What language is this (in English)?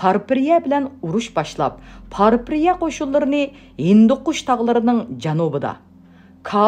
Uyghur